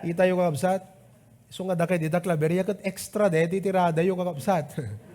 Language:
Iloko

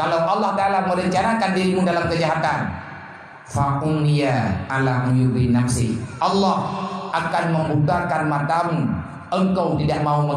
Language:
Achinese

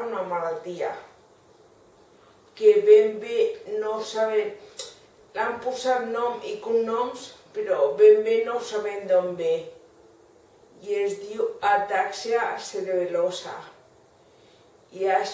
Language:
Catalan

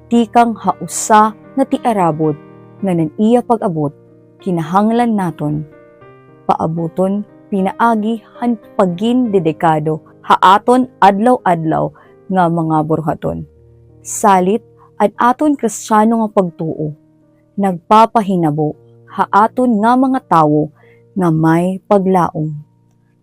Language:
Waray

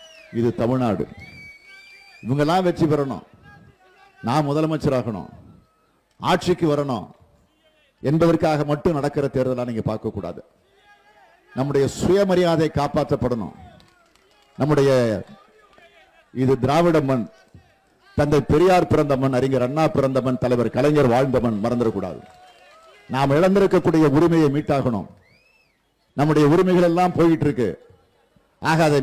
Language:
Tamil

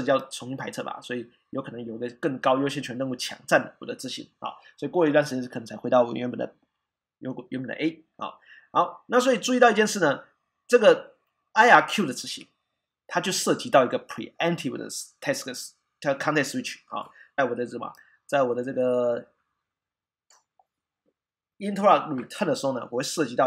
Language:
Chinese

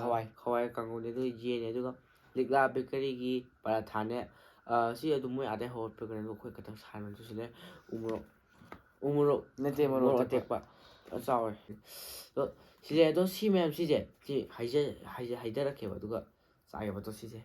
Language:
Manipuri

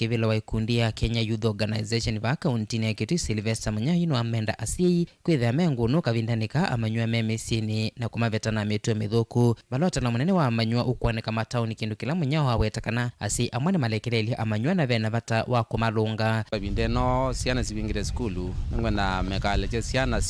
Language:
Kamba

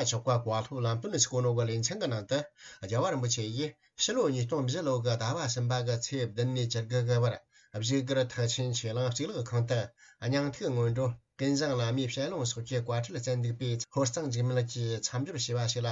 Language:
Tibetan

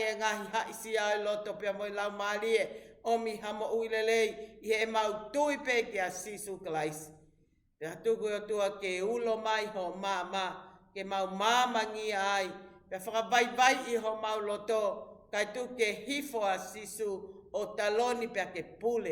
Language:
Tongan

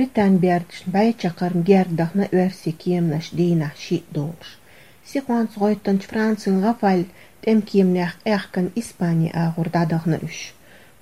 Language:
Chechen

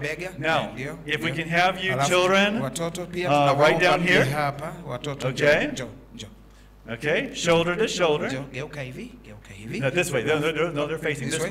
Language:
Swahili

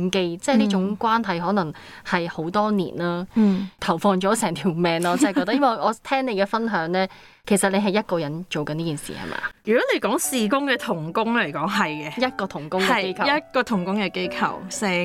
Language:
Cantonese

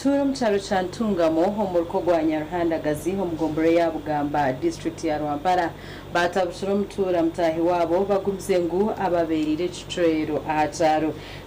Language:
Nyankole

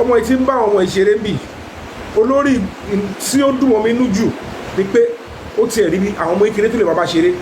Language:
Yoruba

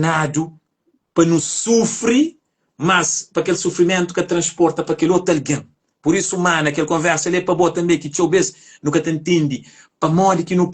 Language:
Kabuverdianu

